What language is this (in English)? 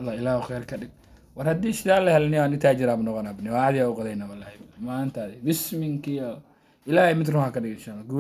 Somali